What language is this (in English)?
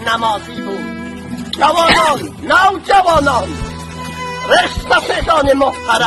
Tajik